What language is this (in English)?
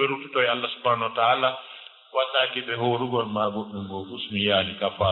Fula